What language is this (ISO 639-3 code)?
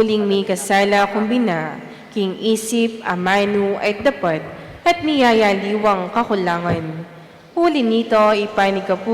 pam